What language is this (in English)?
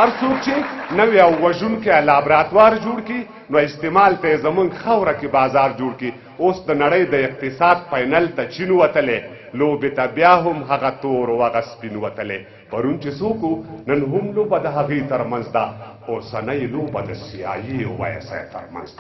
Pashto